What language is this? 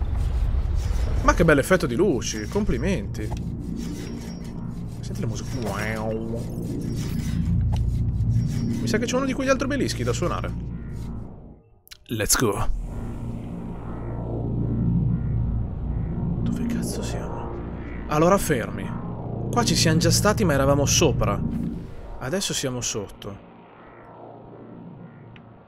Italian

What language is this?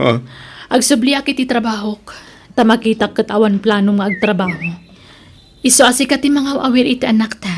Iloko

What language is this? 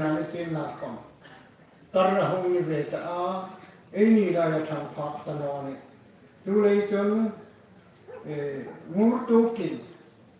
Hmar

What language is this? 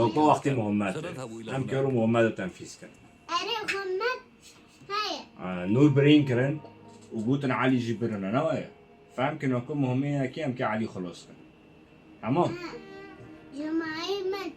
Kurdish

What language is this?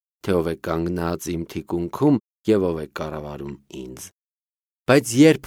Armenian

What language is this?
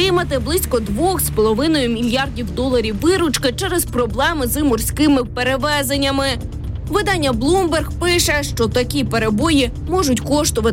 Ukrainian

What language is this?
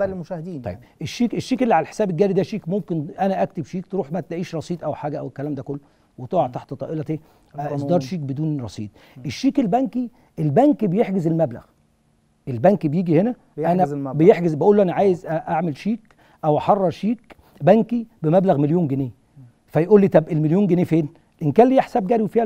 Egyptian Arabic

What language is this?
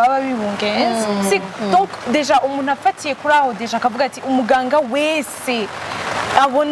Rundi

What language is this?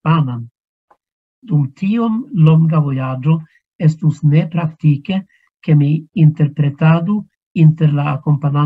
Esperanto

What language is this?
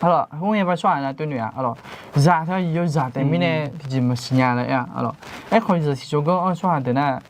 Akha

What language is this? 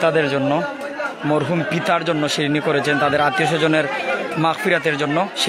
Sylheti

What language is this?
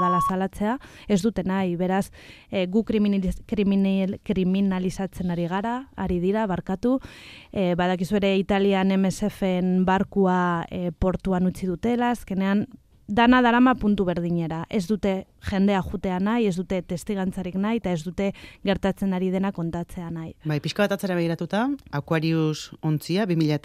Basque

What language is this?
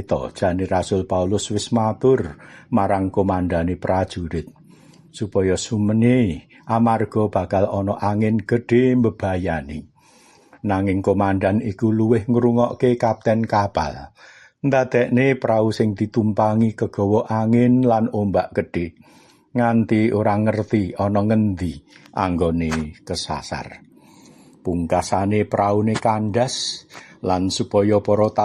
Javanese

